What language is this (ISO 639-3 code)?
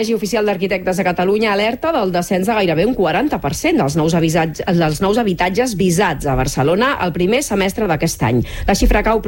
cat